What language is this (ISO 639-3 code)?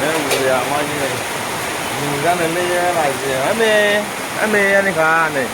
brx